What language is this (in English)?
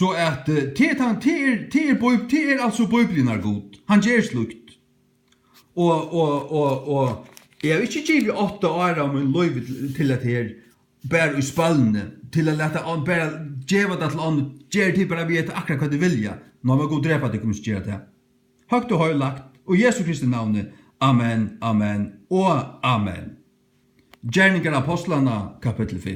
Faroese